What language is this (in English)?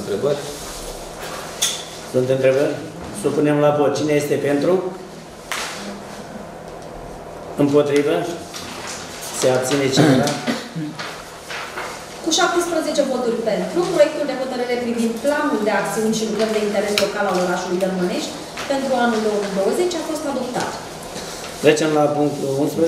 Romanian